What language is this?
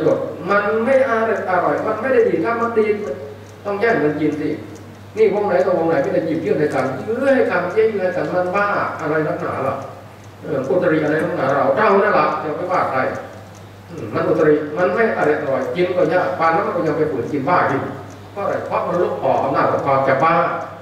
Thai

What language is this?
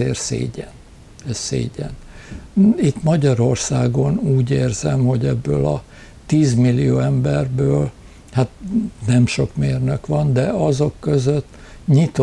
Hungarian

